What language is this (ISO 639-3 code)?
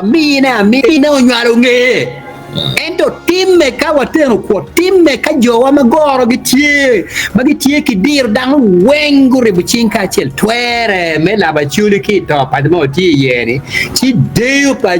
ach